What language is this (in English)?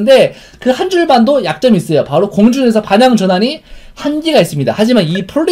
Korean